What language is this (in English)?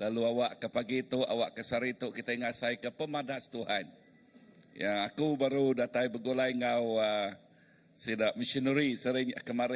Iban